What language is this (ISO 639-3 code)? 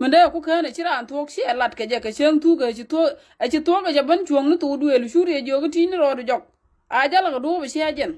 nus